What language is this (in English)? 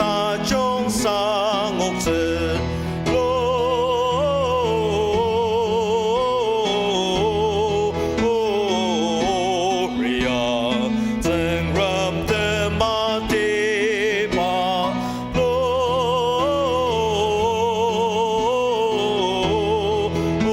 Ao Naga